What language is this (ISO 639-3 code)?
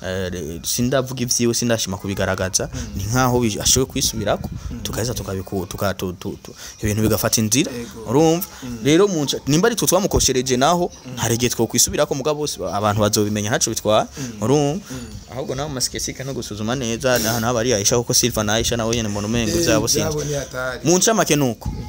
run